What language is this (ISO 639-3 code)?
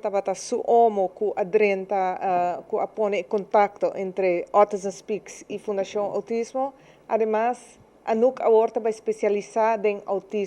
pap